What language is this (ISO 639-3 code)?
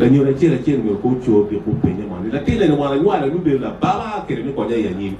ach